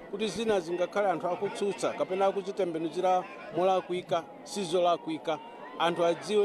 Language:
Nyanja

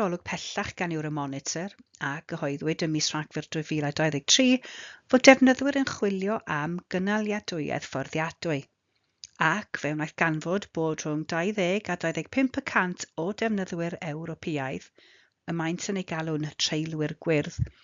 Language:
Welsh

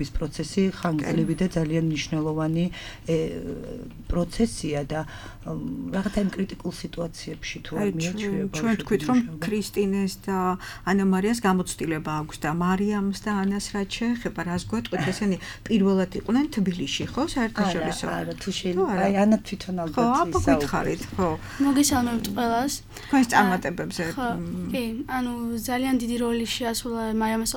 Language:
Georgian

